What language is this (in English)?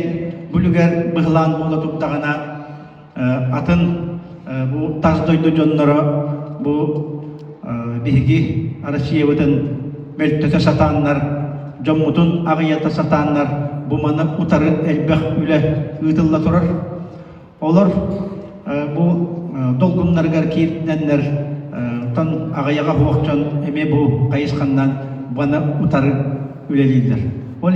Yakut